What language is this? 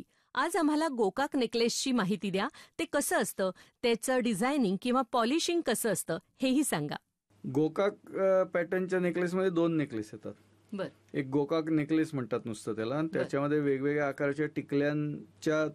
Marathi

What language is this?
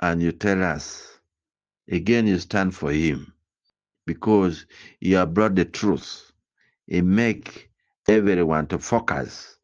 Acoli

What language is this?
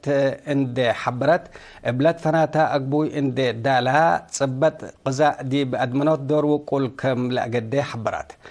Tigre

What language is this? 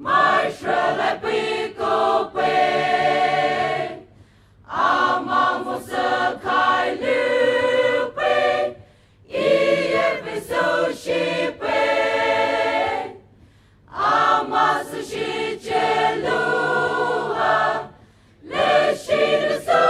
Poumei Naga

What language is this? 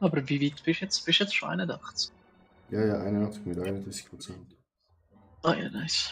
Swiss German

